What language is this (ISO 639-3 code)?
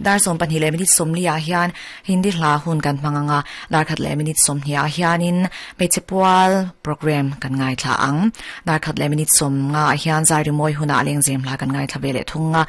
lus